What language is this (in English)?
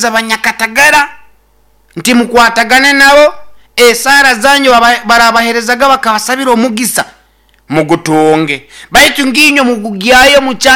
Nyoro